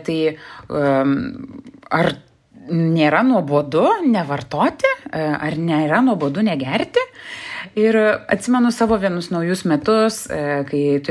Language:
Lithuanian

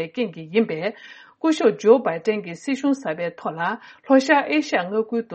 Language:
Tibetan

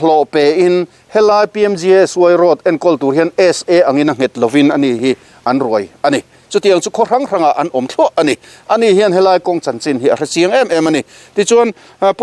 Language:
Mizo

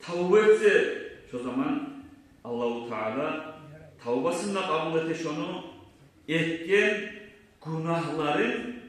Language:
Kumyk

